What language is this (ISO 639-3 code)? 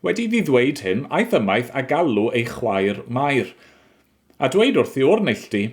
cym